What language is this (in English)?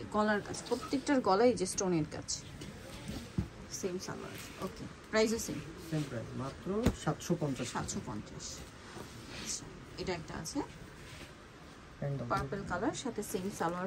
Bangla